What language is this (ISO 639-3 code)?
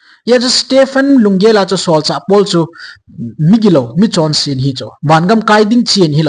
tcz